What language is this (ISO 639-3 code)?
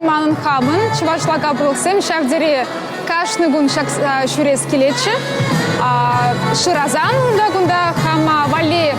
chv